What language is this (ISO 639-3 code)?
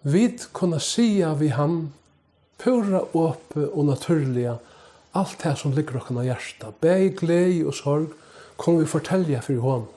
fao